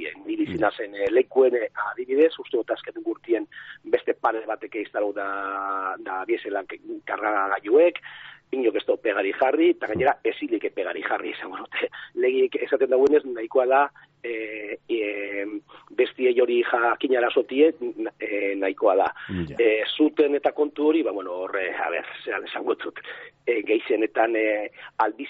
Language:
Basque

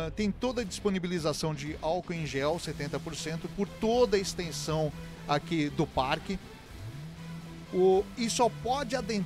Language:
Portuguese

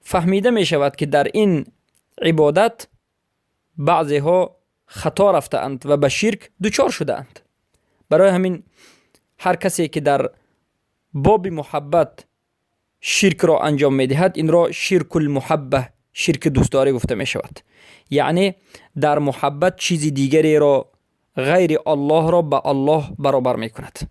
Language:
Persian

